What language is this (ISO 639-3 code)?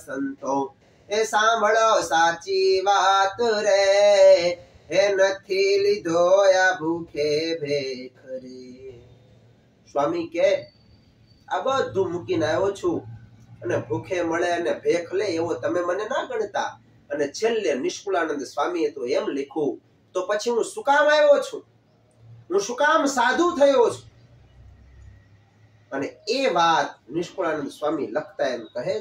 guj